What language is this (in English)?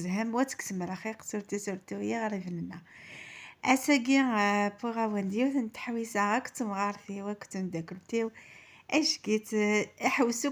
Kabyle